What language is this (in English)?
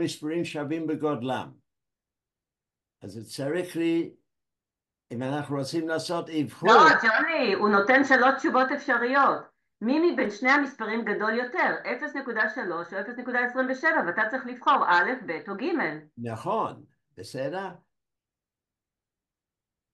Hebrew